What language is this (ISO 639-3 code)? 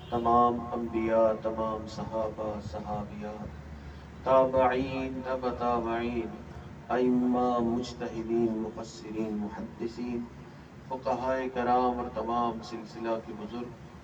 urd